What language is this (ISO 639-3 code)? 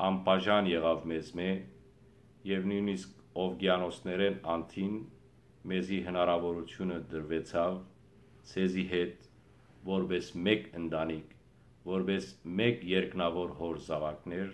hyw